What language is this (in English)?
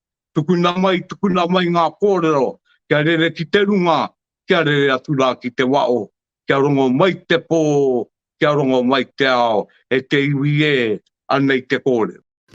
Māori